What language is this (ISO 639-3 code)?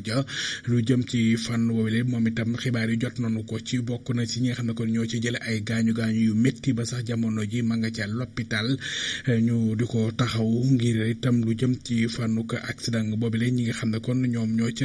wol